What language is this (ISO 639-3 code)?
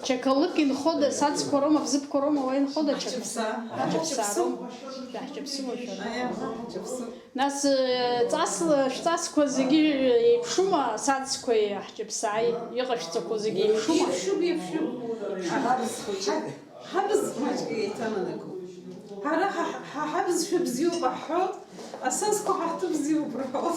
abk